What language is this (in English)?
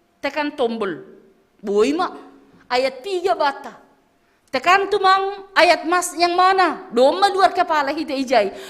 Batak Simalungun